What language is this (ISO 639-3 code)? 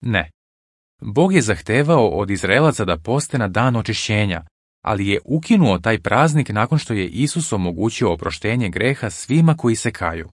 srp